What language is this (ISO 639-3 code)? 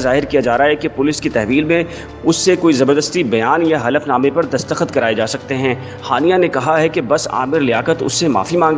urd